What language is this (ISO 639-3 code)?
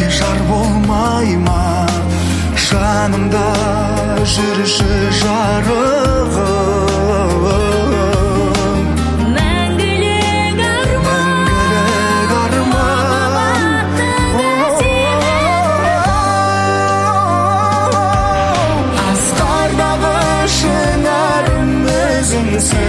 kaz